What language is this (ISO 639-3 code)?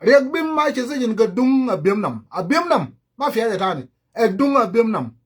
nus